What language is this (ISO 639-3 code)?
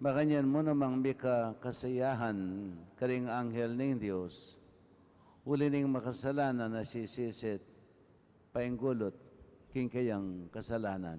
pam